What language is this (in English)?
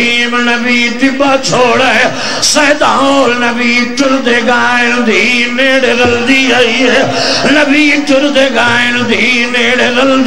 Saraiki